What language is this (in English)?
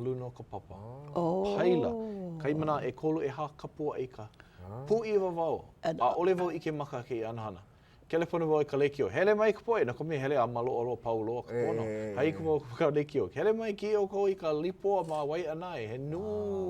Hawaiian